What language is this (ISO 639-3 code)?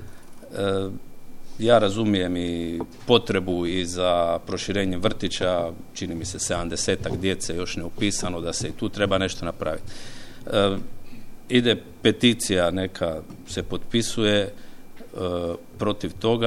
hrv